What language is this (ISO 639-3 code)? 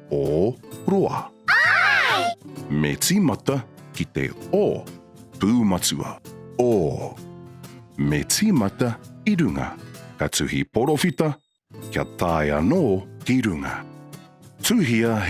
mri